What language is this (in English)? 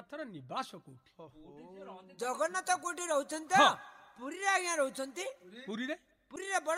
Odia